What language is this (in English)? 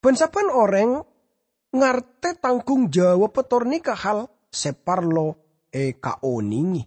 Madurese